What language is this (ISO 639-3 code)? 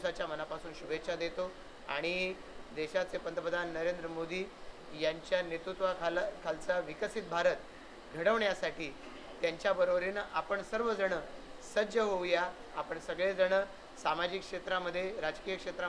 mar